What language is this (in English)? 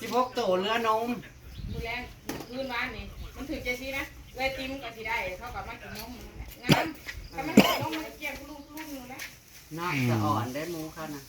Northeastern Thai